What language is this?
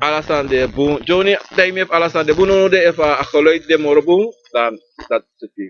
Sranan Tongo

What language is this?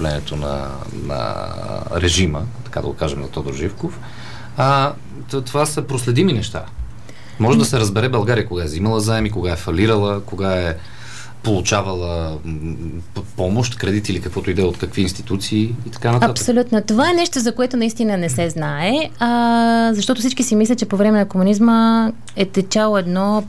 Bulgarian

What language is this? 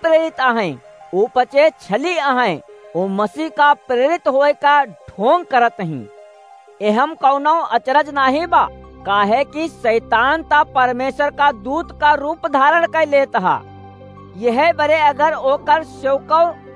Awadhi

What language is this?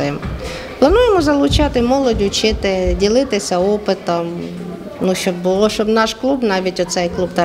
Ukrainian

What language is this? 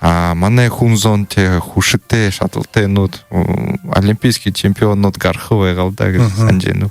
Buriat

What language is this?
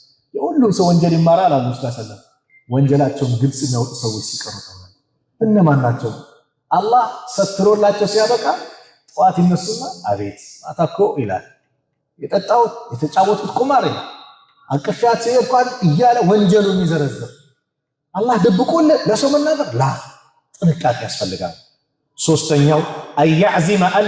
Amharic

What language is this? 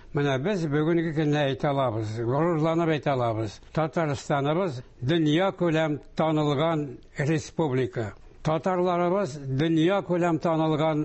Tatar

